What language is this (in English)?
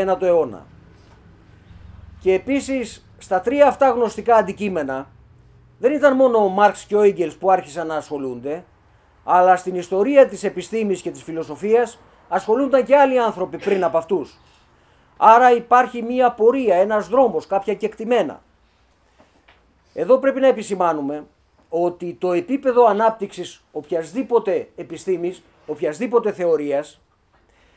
Greek